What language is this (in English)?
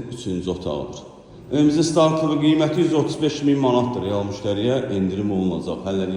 Azerbaijani